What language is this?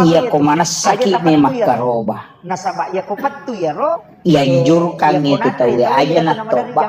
Buginese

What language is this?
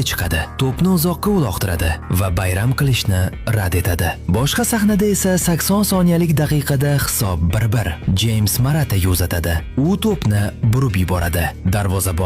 Uzbek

